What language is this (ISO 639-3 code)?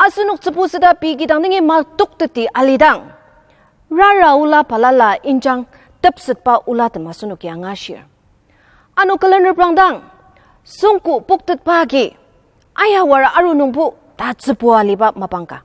njo